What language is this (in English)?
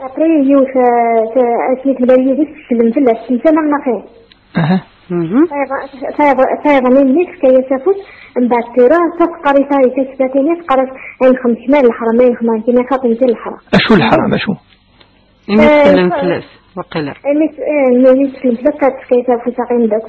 Kabyle